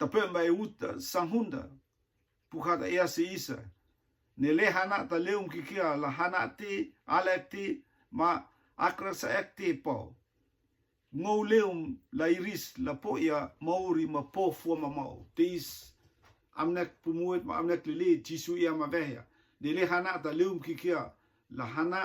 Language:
Rotuman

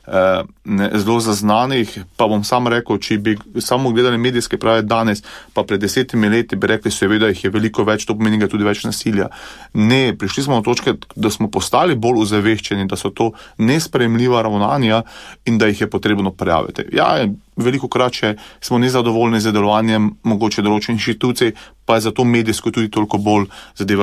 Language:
Slovenian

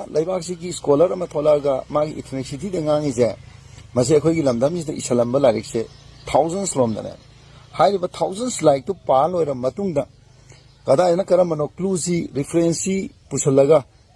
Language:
Manipuri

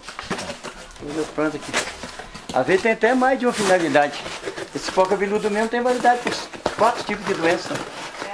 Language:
Portuguese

